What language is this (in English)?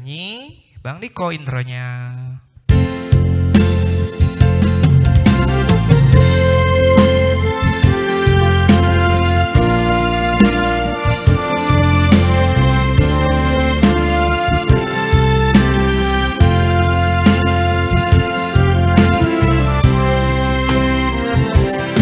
Indonesian